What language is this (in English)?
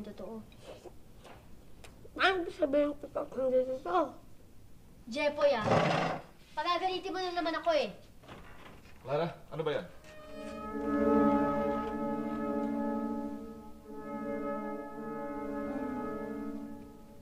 Filipino